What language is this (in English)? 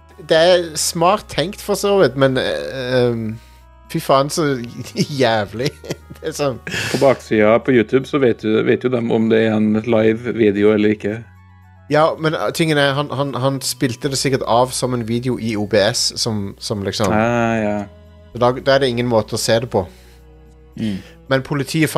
Norwegian